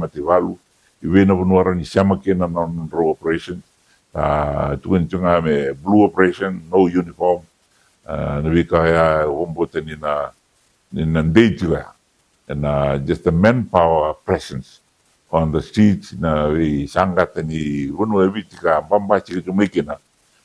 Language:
Fijian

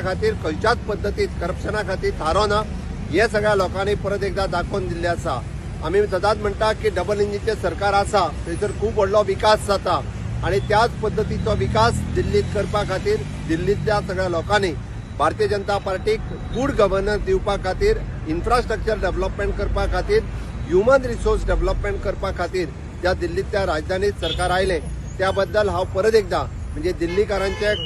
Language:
Konkani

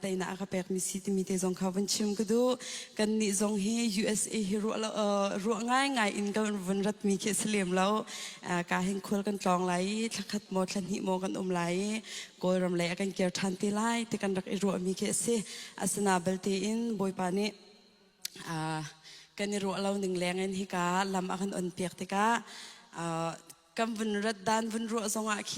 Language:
Hakha Chin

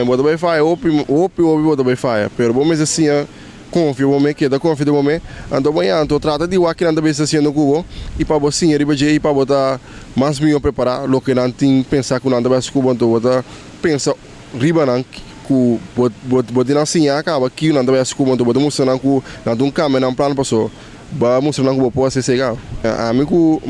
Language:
Papiamento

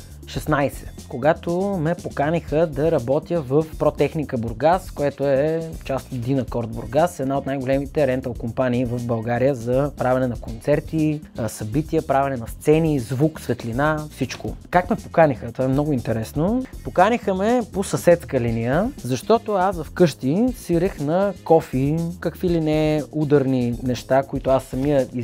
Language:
Bulgarian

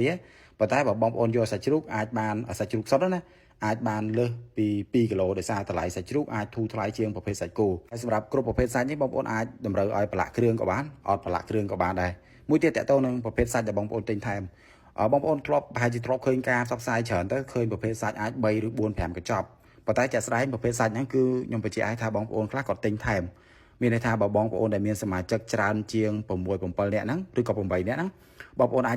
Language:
Khmer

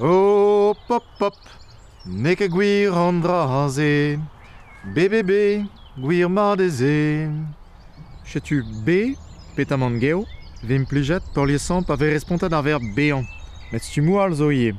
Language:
Breton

